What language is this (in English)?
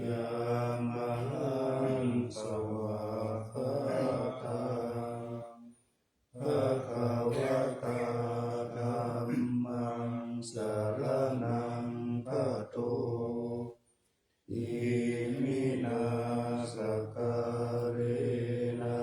Pali